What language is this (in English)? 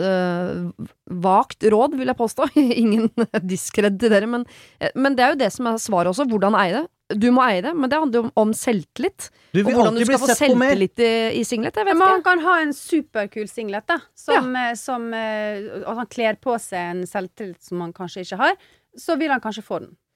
Norwegian